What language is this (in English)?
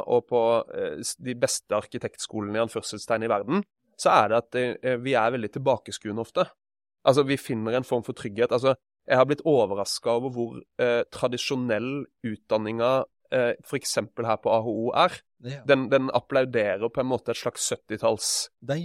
Norwegian